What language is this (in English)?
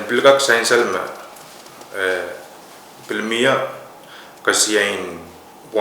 Pohnpeian